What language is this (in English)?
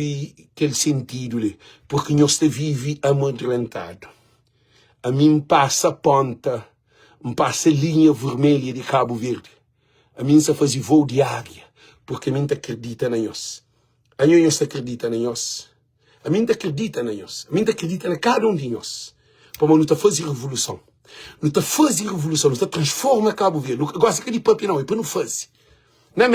Kabuverdianu